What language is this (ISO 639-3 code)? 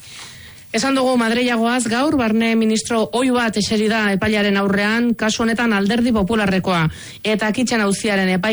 eus